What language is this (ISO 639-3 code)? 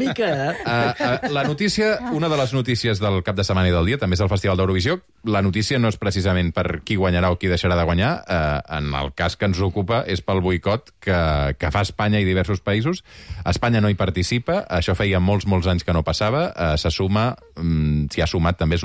cat